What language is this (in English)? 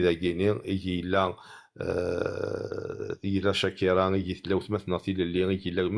Kabyle